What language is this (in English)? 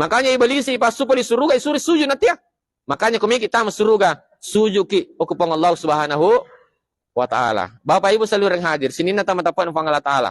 Buginese